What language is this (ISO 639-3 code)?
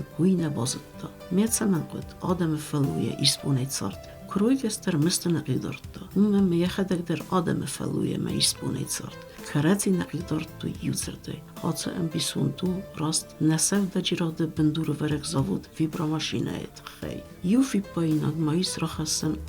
oss